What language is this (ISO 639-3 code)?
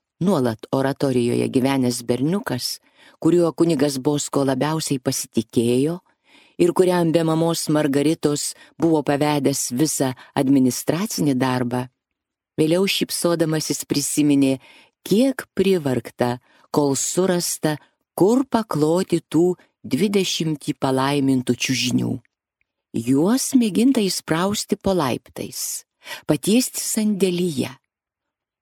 lit